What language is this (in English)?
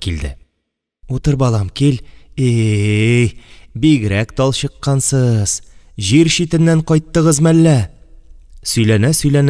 Tatar